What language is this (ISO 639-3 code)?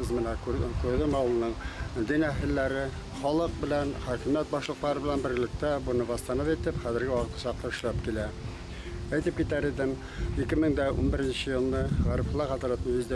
bak